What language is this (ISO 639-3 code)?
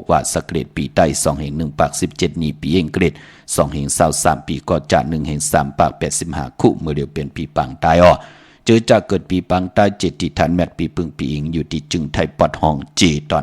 shn